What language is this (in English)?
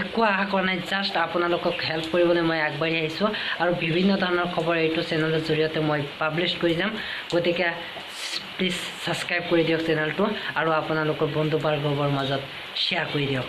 Assamese